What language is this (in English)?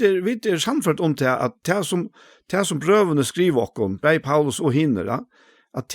Faroese